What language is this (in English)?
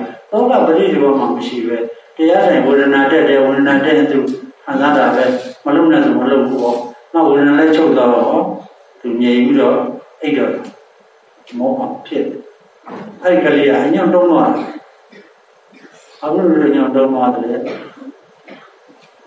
Burmese